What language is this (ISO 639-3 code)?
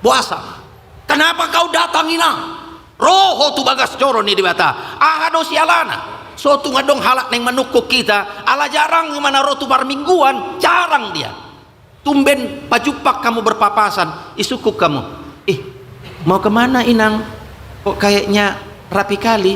bbc